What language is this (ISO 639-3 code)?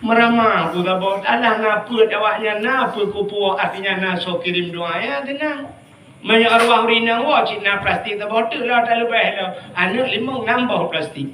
ace